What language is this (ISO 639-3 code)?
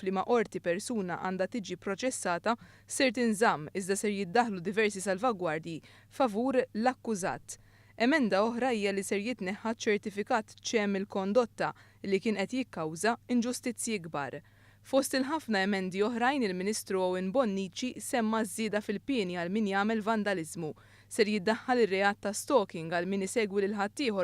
mlt